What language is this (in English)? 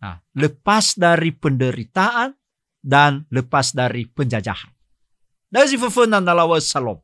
Nias